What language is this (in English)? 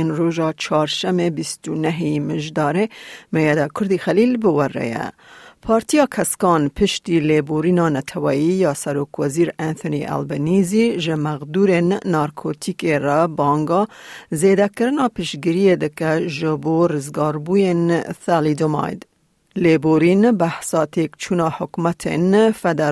Kurdish